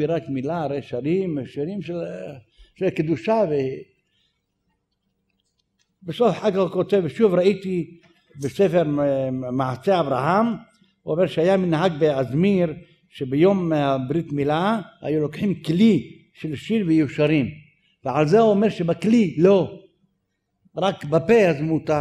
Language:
Hebrew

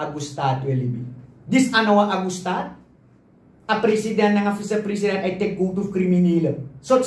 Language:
Sranan Tongo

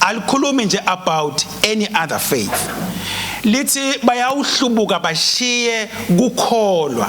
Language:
Swati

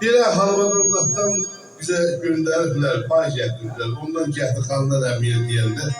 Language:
South Azerbaijani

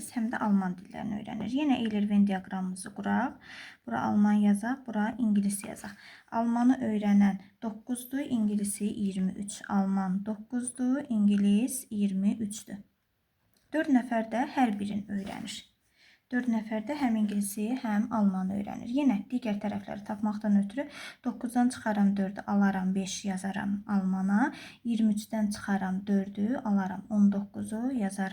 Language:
Azerbaijani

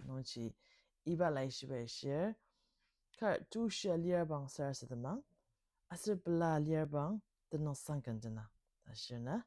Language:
Ao Naga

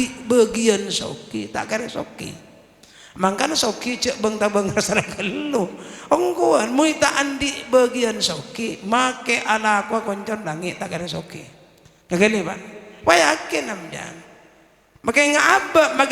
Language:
Madurese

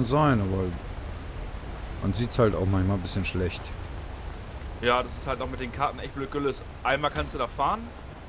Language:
German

